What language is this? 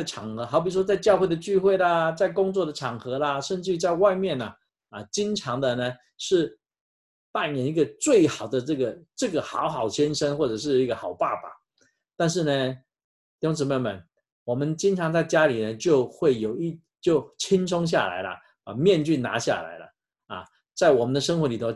Chinese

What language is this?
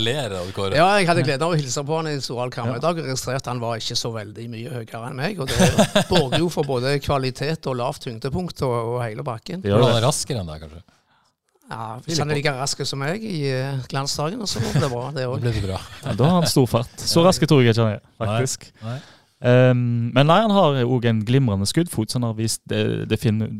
Norwegian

